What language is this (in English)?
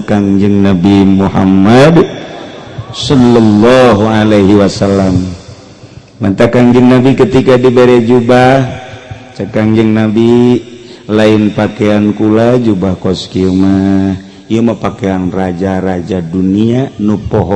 Sundanese